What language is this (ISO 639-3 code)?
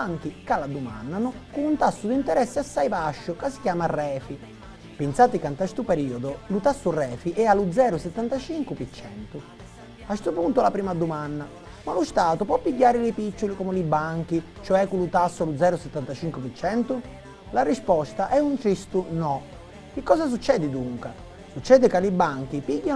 scn